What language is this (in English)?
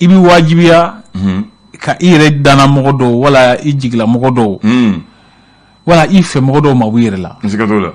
Bambara